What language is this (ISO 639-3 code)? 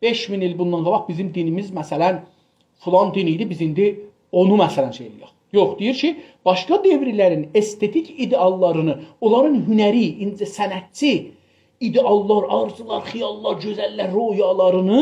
azb